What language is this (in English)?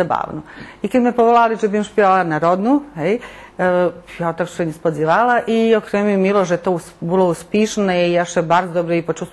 Rusyn